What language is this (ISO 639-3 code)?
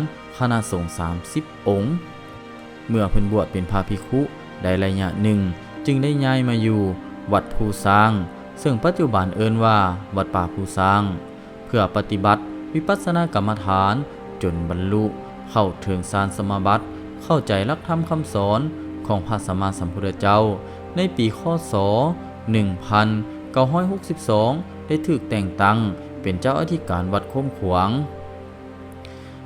lao